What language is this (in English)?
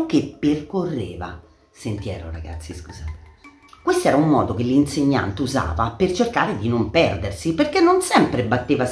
Italian